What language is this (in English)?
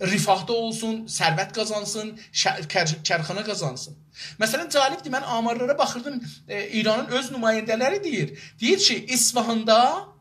South Azerbaijani